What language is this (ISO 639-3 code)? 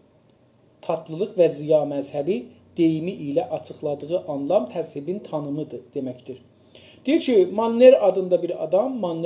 azb